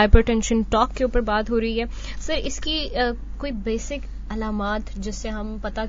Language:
Urdu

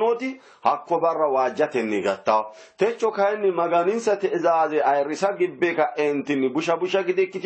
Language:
Sidamo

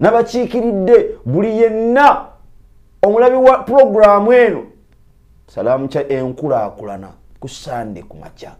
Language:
Ganda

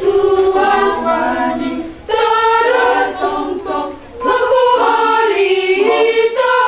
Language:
Batak Simalungun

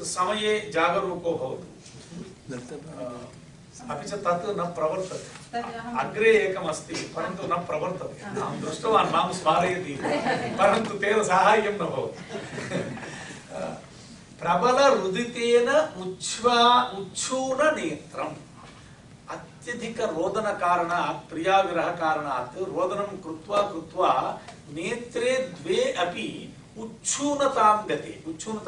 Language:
Sanskrit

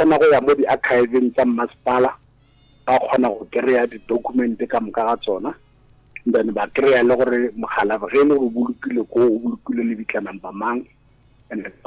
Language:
Northern Sotho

